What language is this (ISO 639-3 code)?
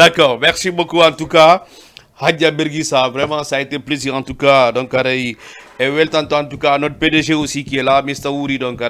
ful